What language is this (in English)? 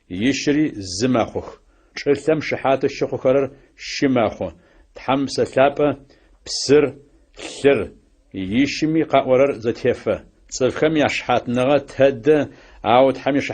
Adyghe